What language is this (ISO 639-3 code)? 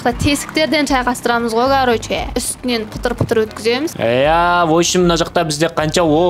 kaz